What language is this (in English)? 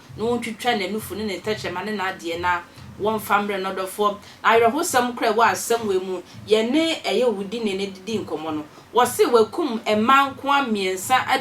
Akan